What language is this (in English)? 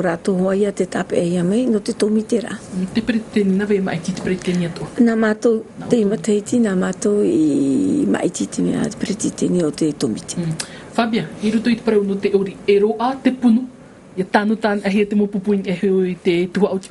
Tahitian